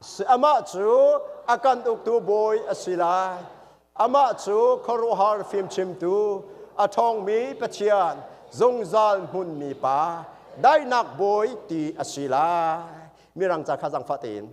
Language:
Hakha Chin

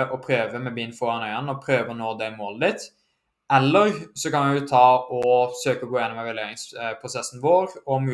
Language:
Norwegian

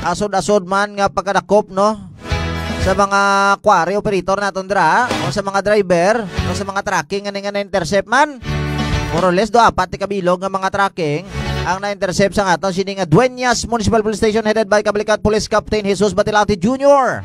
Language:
Hiligaynon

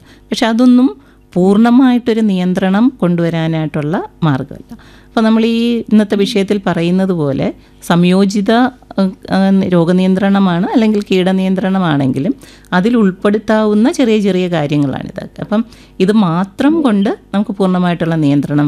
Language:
Malayalam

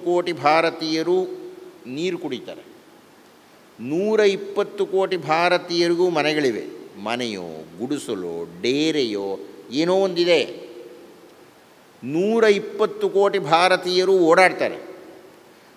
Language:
Kannada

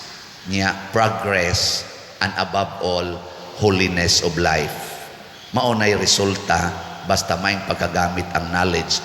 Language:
Cebuano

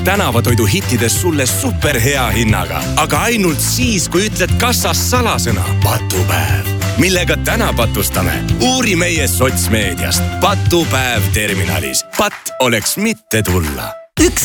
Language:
Estonian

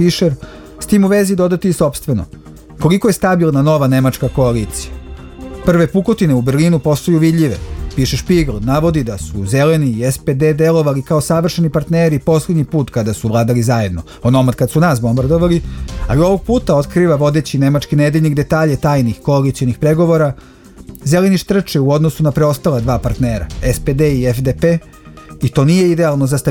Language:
Serbian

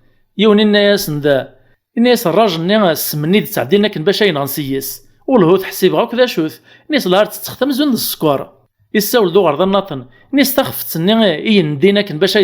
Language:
Kabyle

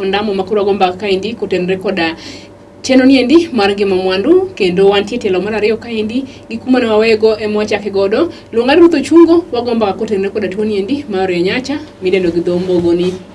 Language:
Luo (Kenya and Tanzania)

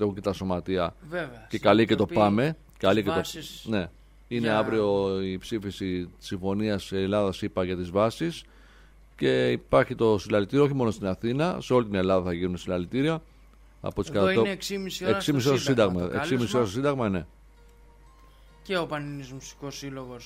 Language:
Greek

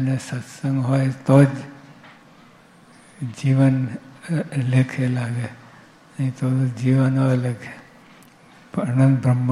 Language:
Gujarati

